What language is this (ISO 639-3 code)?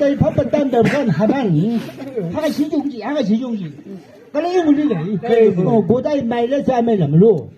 nbc